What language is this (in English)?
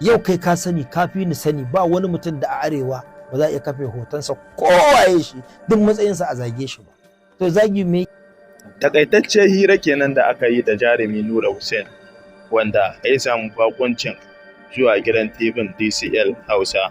Hausa